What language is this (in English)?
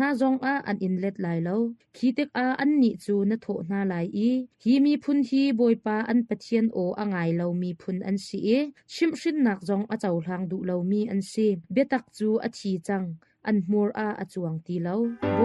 Hakha Chin